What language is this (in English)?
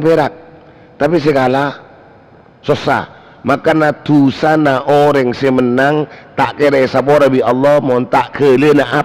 Madurese